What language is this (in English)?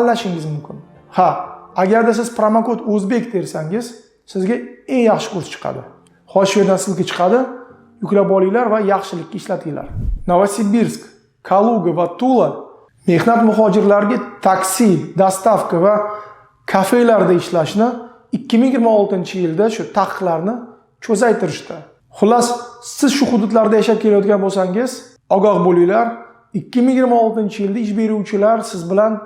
Uzbek